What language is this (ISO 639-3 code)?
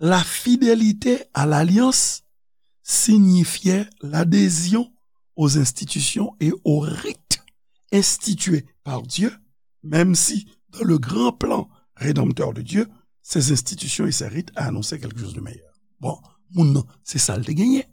hat